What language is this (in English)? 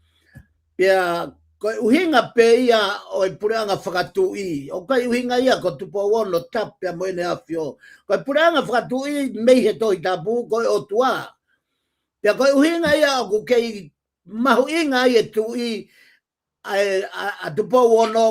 Tongan